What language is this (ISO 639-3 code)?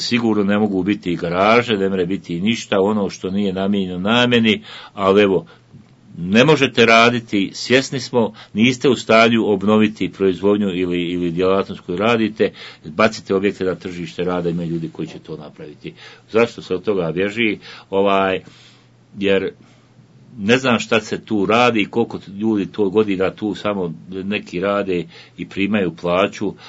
bos